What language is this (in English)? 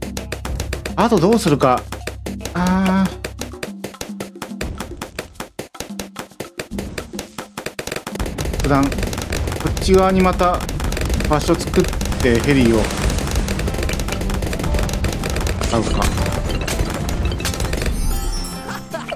Japanese